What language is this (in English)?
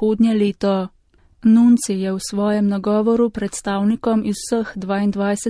Slovenian